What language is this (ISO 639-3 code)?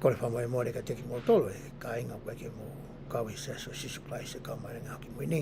ton